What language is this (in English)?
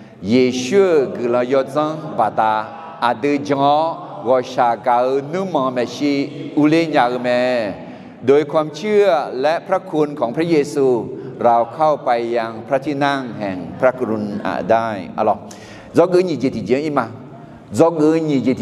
Akha